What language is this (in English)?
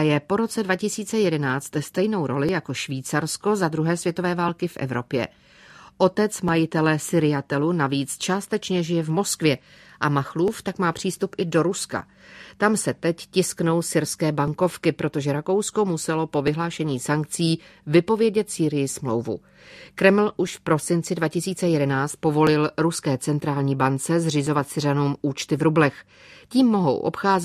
Czech